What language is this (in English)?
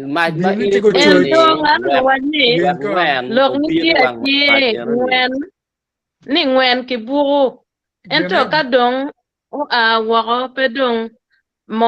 Acoli